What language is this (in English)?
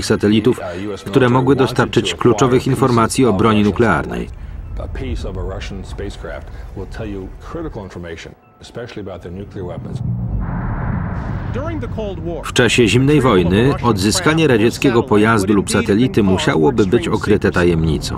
Polish